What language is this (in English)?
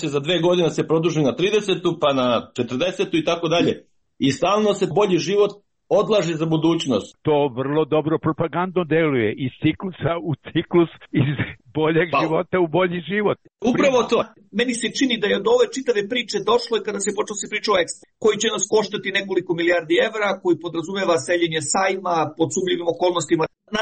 Serbian